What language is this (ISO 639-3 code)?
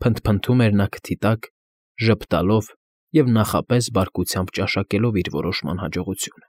hye